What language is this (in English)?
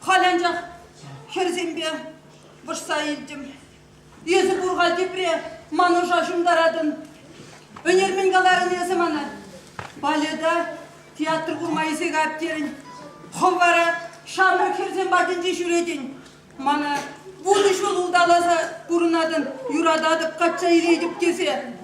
Chuvash